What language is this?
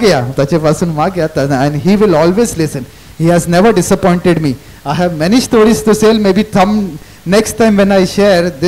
Konkani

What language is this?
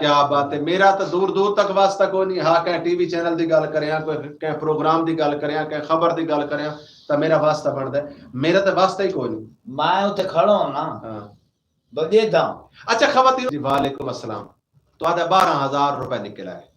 Saraiki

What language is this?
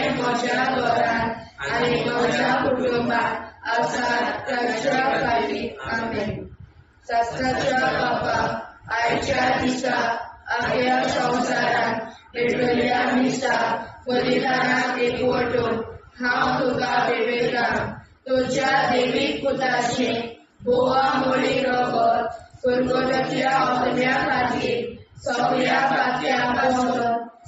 Konkani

